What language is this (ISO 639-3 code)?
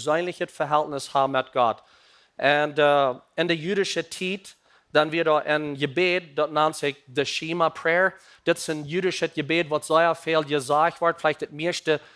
pdt